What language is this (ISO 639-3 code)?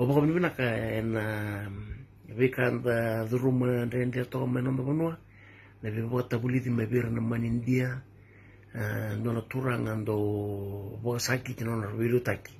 fij